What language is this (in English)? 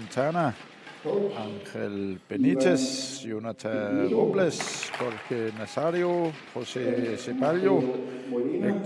Kalaallisut